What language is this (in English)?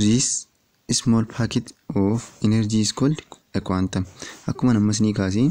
Oromo